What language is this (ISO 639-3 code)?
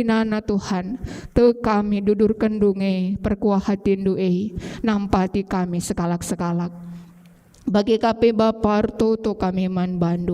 btx